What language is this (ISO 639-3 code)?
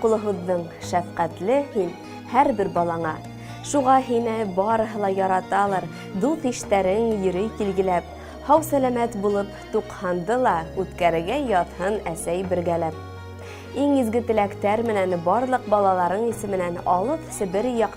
bak